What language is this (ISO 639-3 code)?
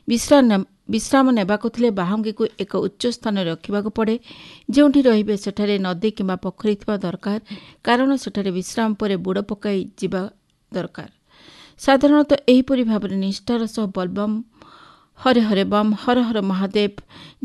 ori